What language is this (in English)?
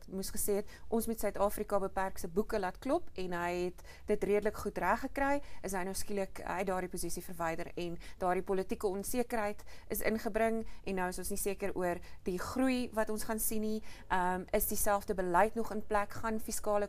Afrikaans